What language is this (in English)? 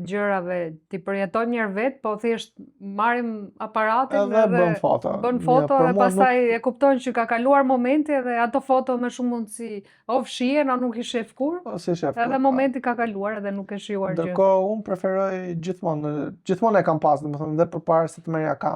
Albanian